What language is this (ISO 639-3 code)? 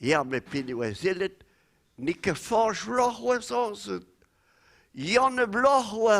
bre